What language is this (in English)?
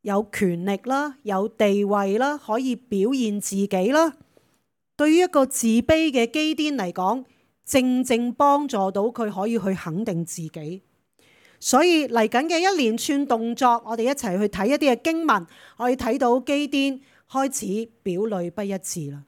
Cantonese